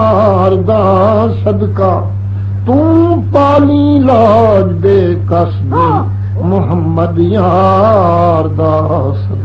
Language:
Saraiki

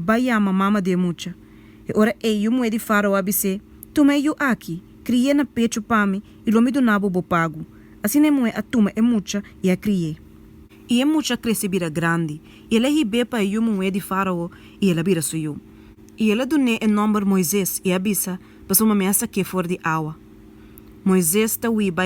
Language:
Papiamento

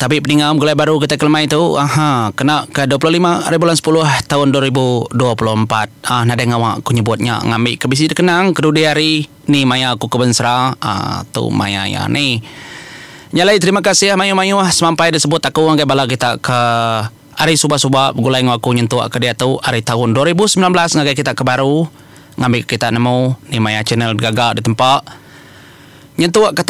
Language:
Iban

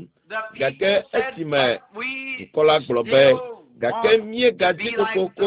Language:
Ewe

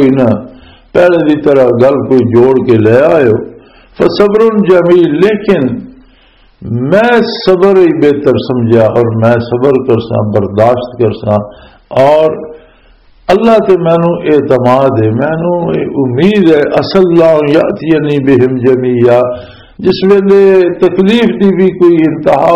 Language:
Western Panjabi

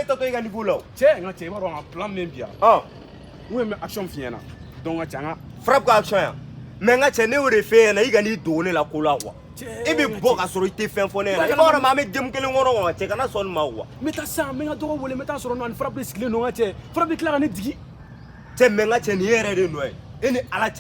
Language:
Bambara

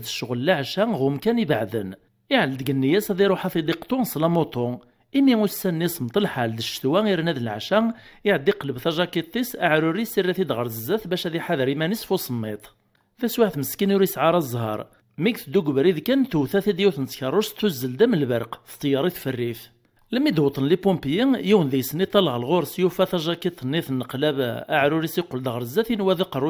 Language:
Kabyle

